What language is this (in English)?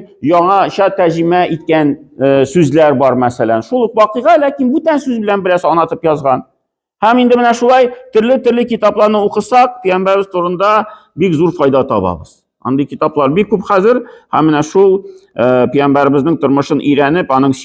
Tatar